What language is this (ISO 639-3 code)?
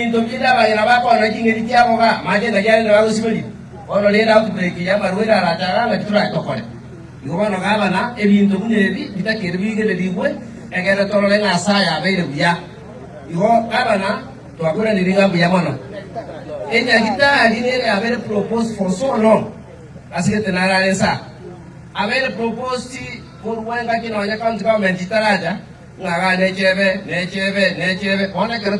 guz